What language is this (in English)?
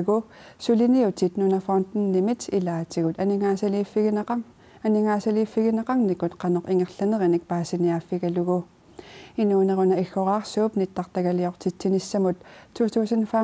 Kalaallisut